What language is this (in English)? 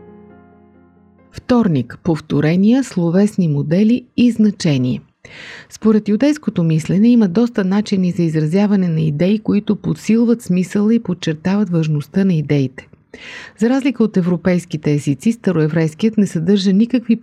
Bulgarian